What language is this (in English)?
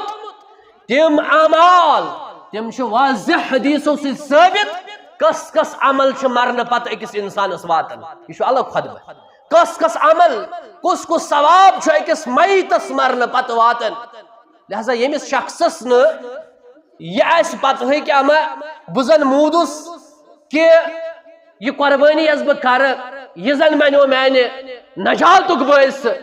Kashmiri